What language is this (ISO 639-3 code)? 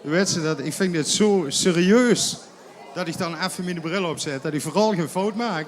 lim